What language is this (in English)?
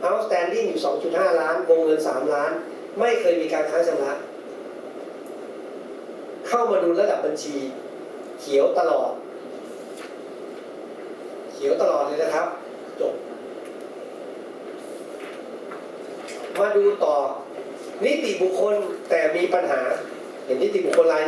Thai